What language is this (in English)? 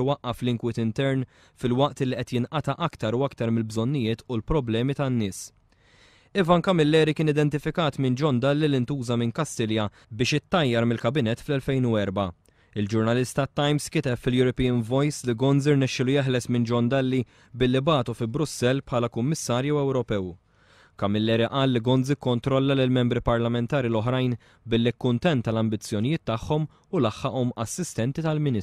Maltese